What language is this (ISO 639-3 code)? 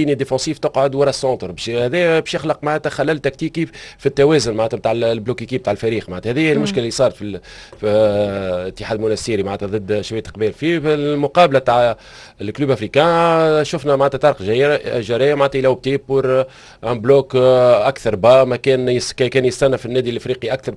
aeb